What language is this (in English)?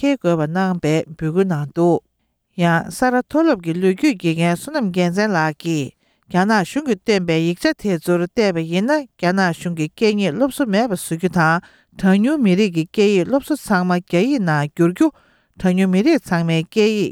Tibetan